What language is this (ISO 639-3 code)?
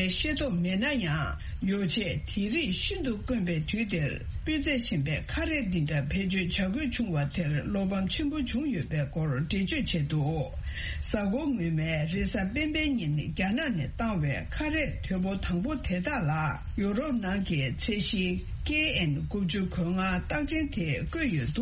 bod